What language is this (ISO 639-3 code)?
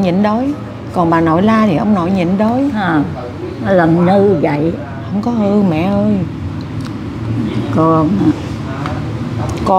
vie